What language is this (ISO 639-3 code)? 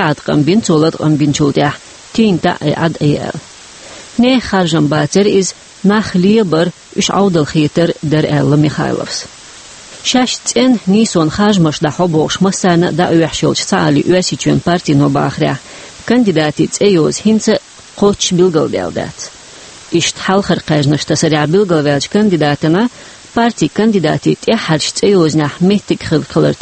che